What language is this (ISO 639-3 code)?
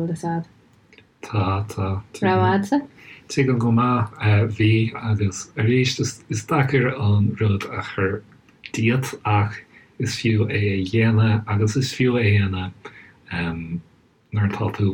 gle